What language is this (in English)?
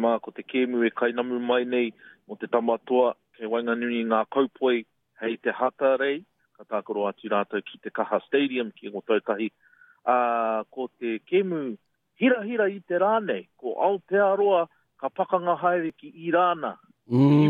Māori